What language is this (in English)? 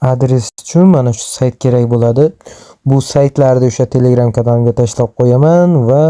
Uzbek